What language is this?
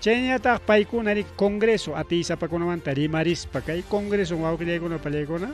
Ayacucho Quechua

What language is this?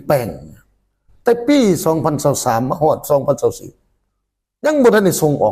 Lao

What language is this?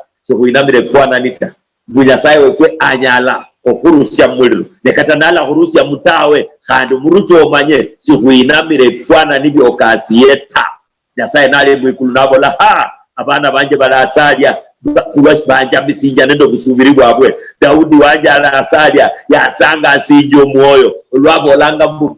Luyia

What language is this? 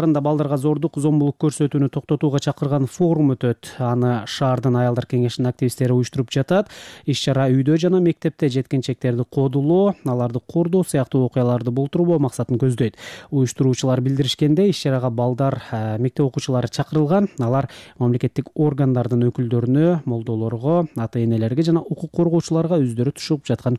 Kyrgyz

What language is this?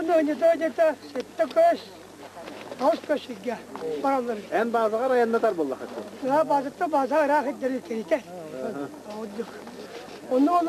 Yakut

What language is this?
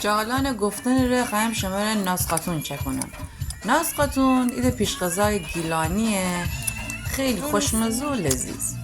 Gilaki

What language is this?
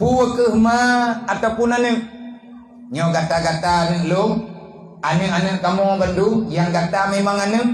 Achinese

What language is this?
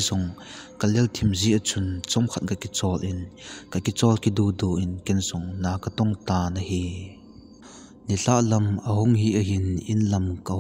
Thado Chin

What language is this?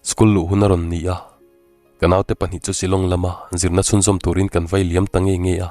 Mizo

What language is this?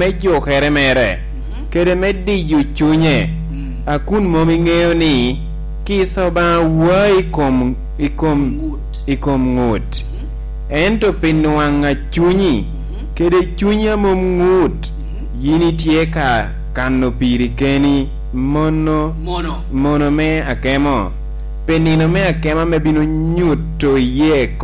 Lango (Uganda)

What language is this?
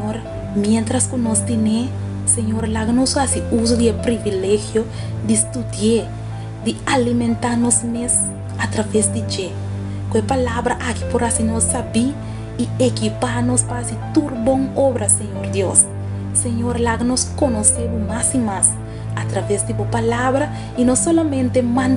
Papiamento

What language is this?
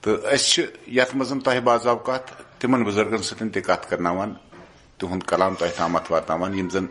Kashmiri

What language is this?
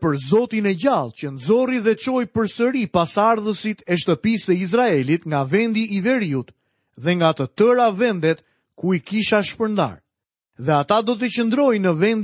Albanian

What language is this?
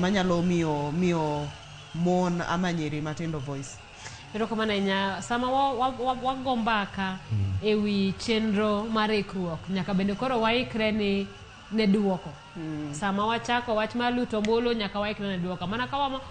Luo (Kenya and Tanzania)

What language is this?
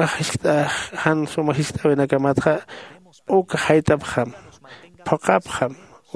Aymara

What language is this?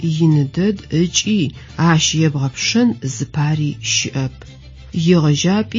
Adyghe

